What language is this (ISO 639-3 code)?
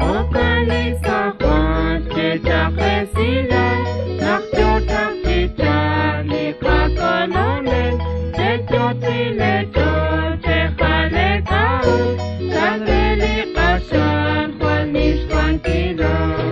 kek